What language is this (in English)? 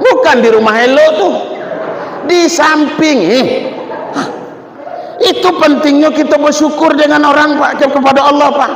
Minangkabau